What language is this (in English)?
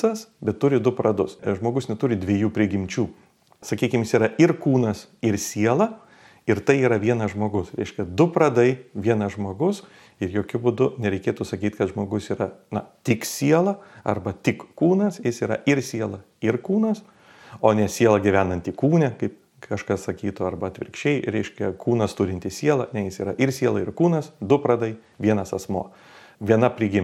Lithuanian